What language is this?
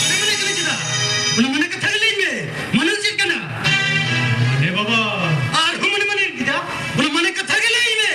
Santali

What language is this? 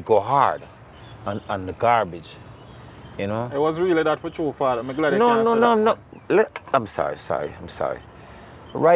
Jamaican Creole English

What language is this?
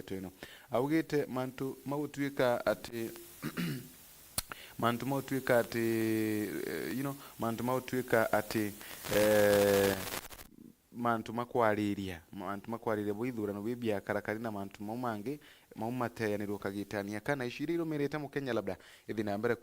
Meru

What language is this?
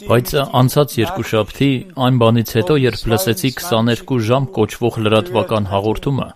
Armenian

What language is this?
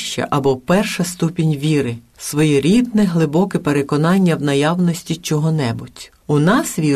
Ukrainian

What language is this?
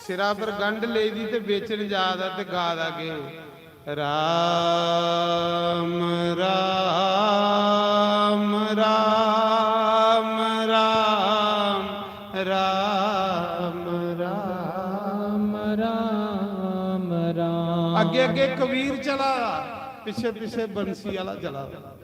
Dogri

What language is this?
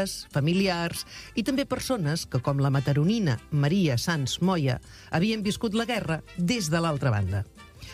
Catalan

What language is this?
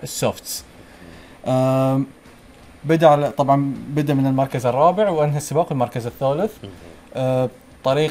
Gulf Arabic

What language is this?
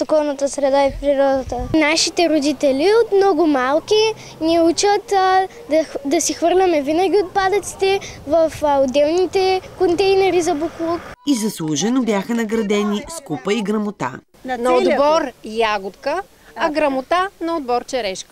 Bulgarian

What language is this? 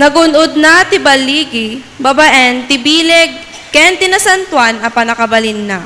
Iloko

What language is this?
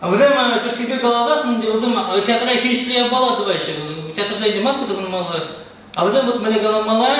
Chuvash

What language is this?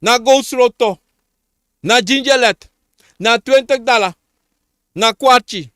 Sranan Tongo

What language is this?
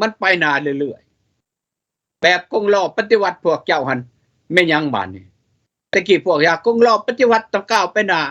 Lao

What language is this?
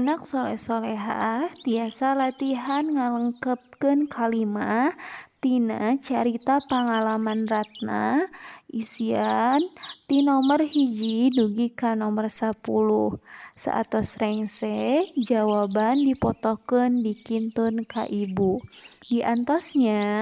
Sundanese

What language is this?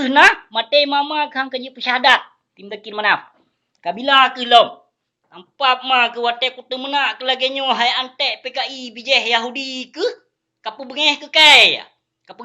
Achinese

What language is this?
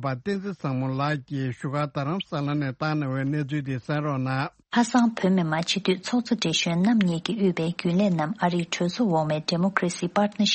Tibetan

